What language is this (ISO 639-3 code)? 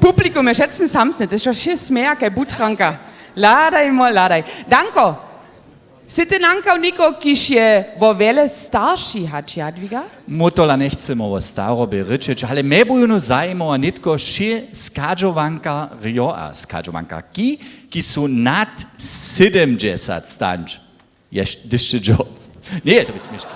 hsb